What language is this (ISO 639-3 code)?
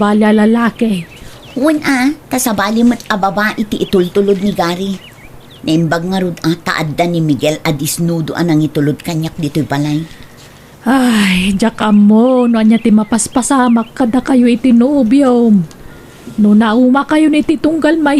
ilo